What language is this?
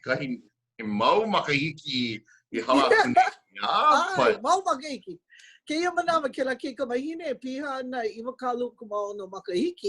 Hawaiian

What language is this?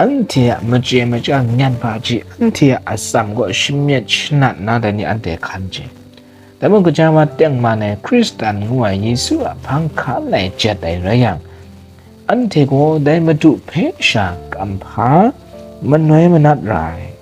Kachin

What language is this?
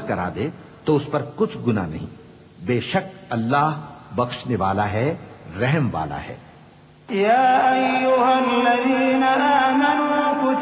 Urdu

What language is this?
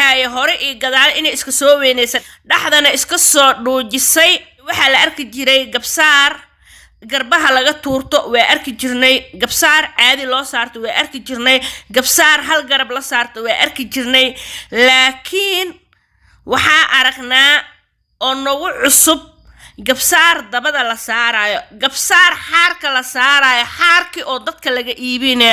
Somali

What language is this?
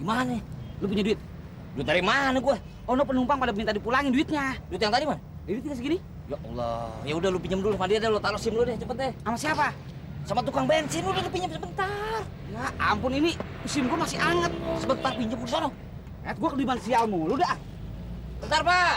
Betawi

